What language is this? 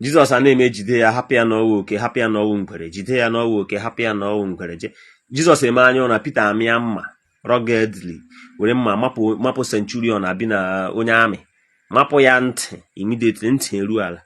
Igbo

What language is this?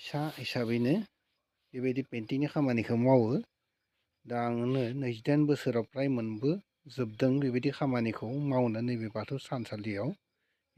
Bodo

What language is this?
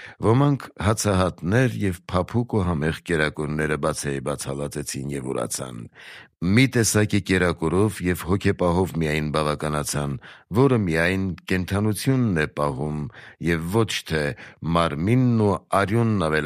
Armenian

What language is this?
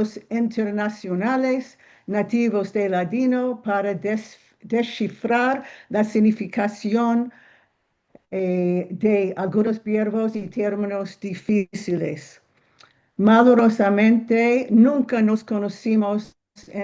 Ladino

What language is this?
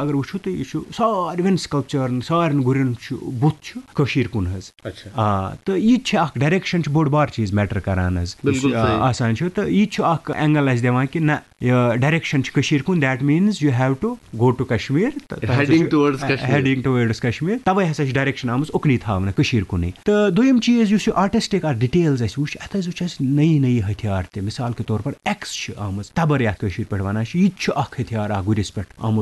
Kashmiri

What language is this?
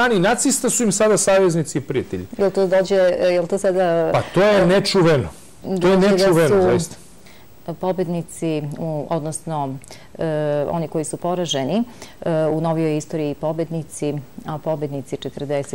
Serbian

